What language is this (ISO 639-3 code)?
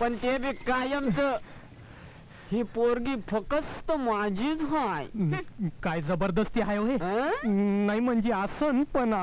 mar